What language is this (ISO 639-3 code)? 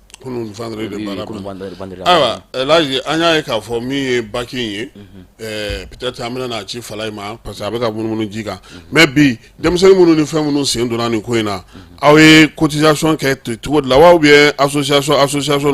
bam